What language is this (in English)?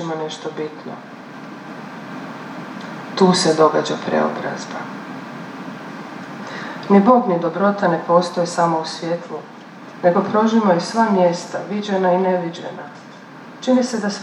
Croatian